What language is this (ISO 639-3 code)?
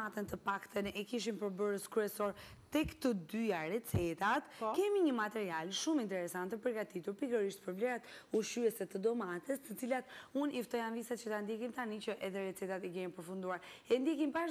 sqi